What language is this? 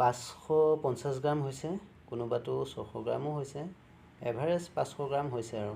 Assamese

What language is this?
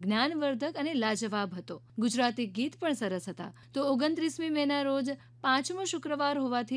Gujarati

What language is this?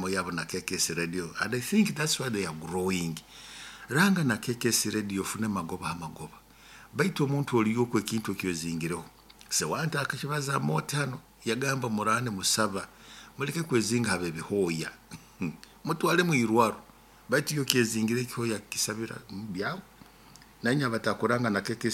Nyoro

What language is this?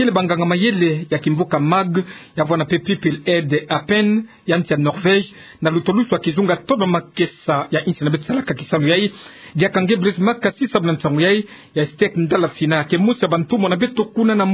Kituba (Democratic Republic of Congo)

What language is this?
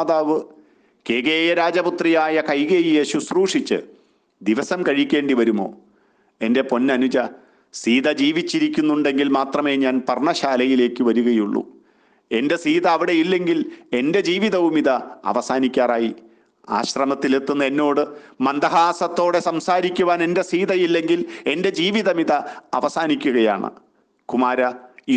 Malayalam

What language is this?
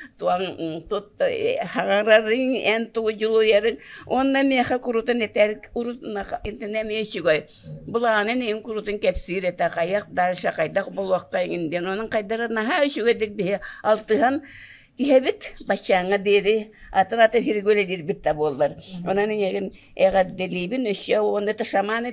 Yakut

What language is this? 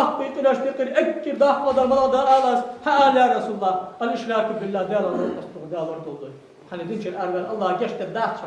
Ingush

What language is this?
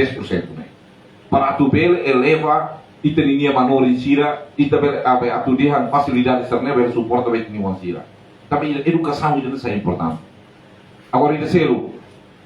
Tetum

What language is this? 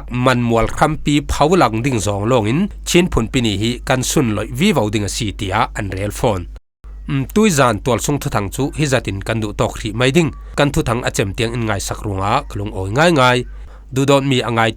Falam Chin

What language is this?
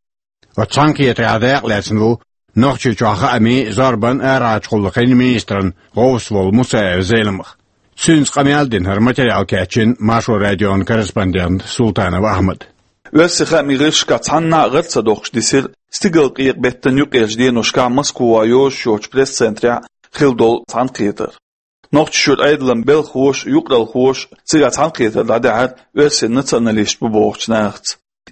Chechen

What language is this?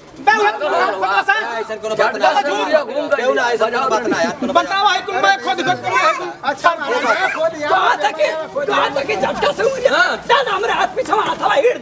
Bhojpuri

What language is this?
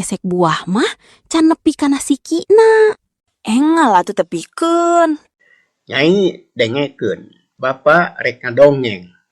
Sundanese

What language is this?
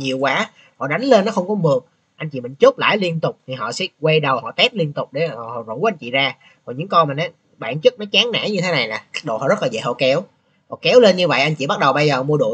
Vietnamese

